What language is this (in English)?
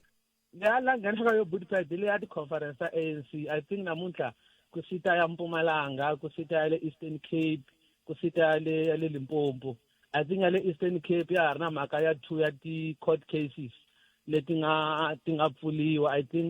Tsonga